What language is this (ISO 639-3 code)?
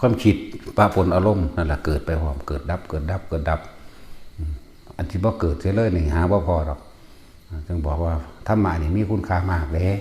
tts